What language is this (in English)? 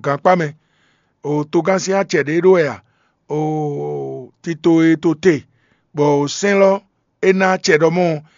Fon